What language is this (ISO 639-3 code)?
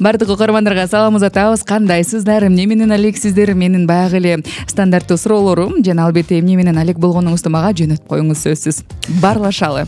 kir